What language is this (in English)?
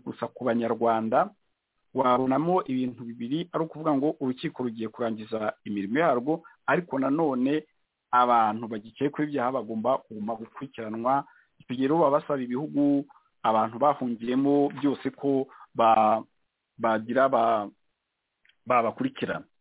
Kinyarwanda